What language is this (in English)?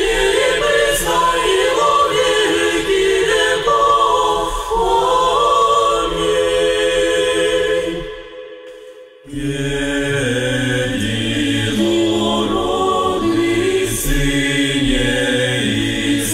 Russian